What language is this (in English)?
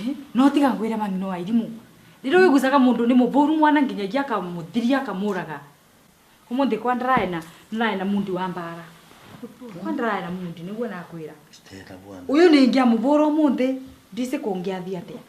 Kikuyu